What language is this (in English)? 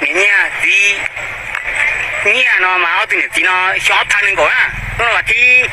Hmong